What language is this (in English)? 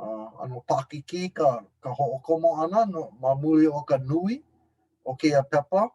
Hawaiian